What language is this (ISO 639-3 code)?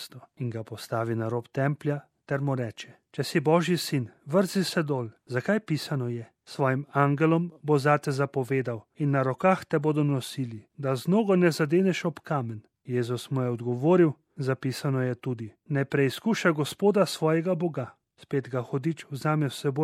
slv